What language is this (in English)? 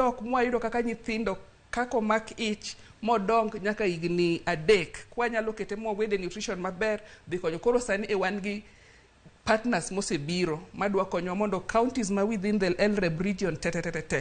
Luo (Kenya and Tanzania)